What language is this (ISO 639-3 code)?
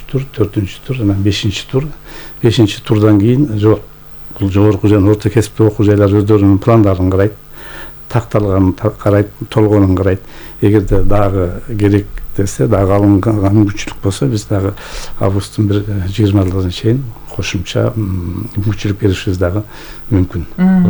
kir